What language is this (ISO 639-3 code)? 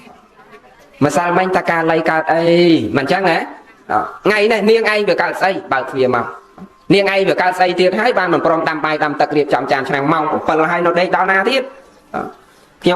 khm